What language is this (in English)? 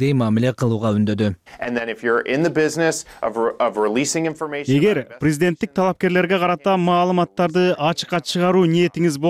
Kyrgyz